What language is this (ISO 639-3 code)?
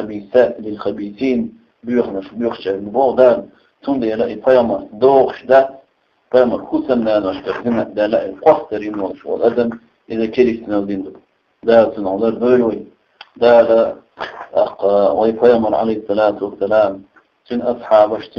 che